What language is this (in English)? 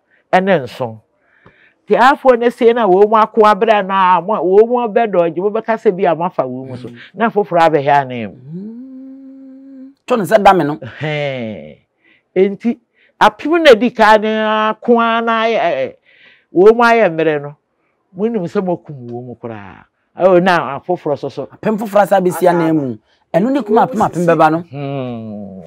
Akan